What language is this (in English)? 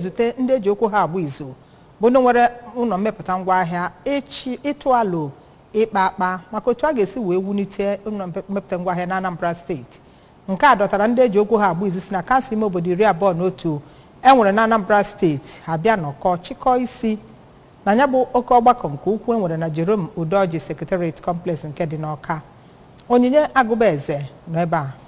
Igbo